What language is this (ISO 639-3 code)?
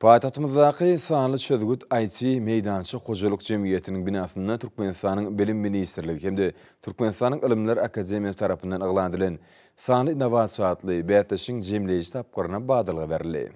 tuk